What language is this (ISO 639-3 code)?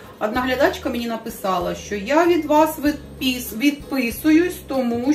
ukr